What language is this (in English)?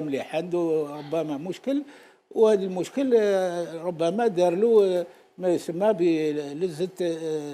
Algerian Arabic